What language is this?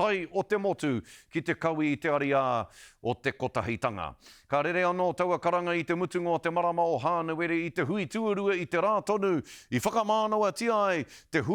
Māori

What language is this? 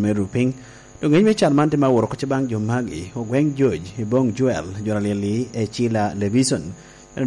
Lango (Uganda)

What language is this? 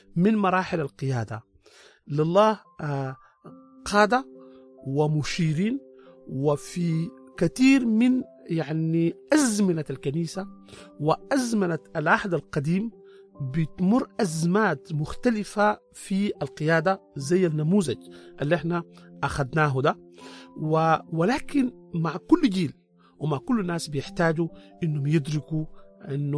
Sudanese Arabic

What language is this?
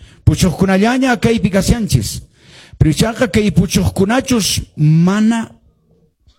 Quechua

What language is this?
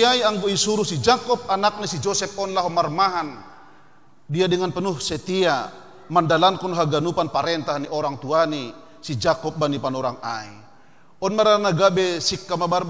Batak Simalungun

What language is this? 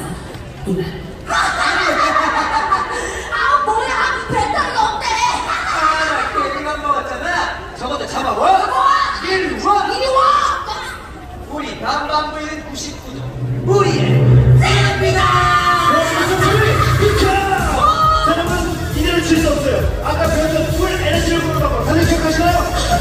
Korean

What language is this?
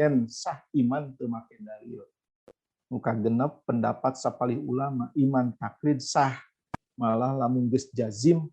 Sundanese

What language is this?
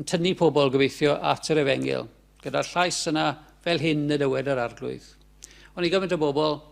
Welsh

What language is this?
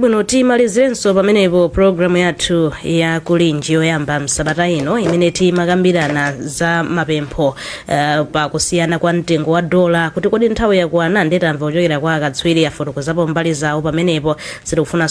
Nyanja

